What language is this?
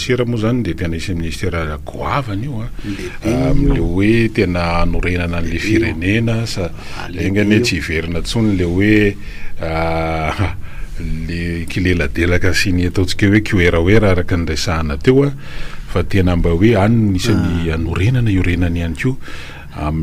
Malagasy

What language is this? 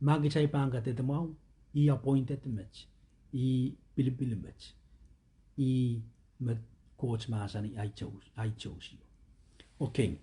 Pohnpeian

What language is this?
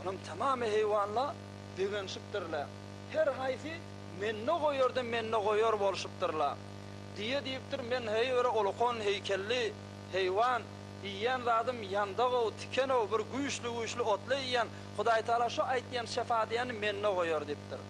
Turkmen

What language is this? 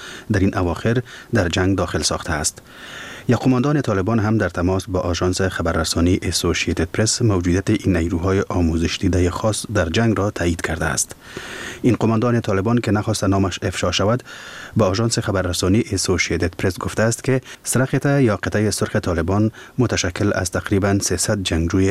Persian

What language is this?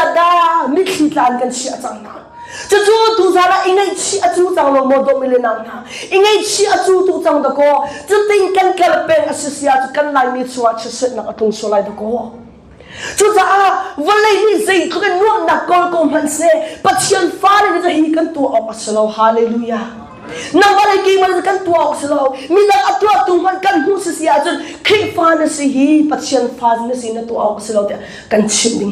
Hakha Chin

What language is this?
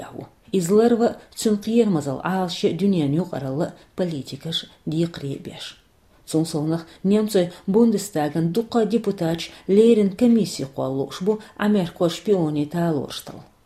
Chechen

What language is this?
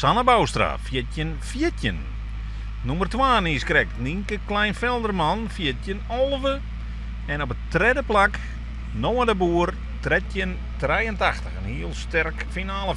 Western Frisian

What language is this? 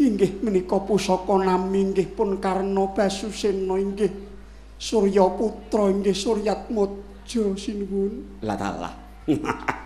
Javanese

